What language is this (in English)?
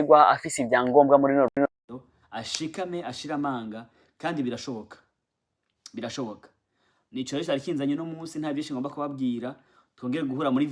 Rundi